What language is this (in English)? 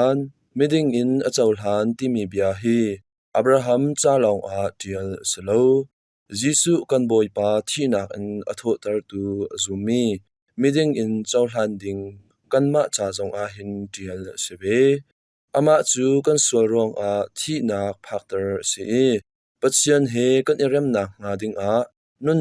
Hakha Chin